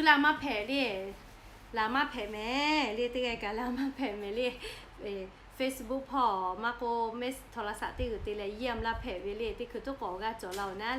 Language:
Lahu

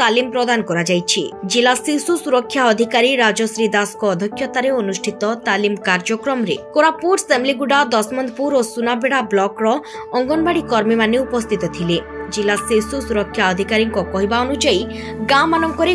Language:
Odia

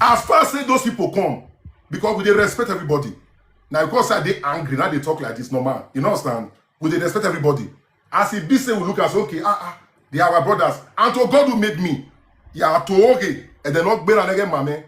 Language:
Nigerian Pidgin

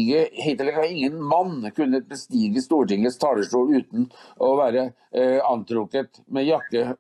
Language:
Norwegian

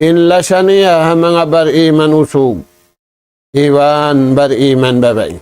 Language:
Tausug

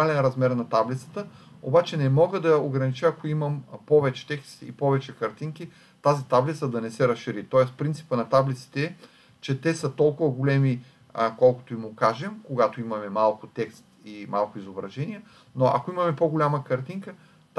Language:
Bulgarian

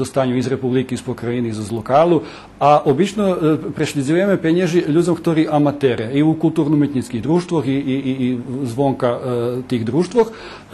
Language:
Rusyn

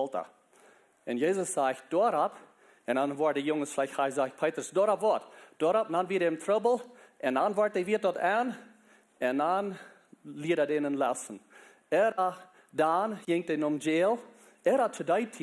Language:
Plautdietsch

